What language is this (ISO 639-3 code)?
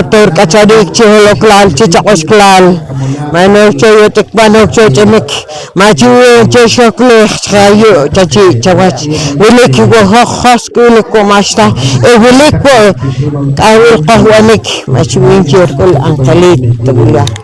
poh